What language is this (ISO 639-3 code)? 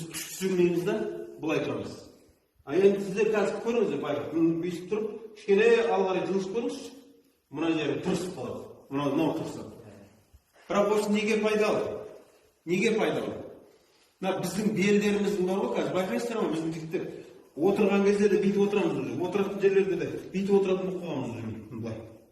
kaz